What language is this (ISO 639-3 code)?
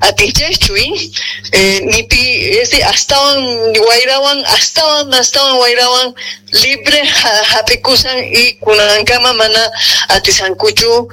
que